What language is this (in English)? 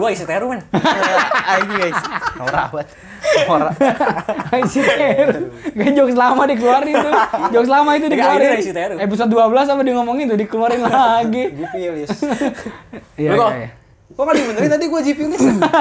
Indonesian